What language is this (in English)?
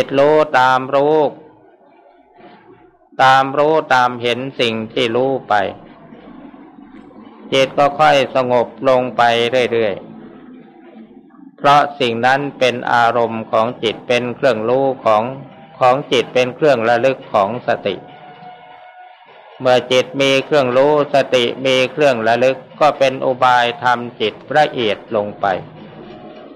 Thai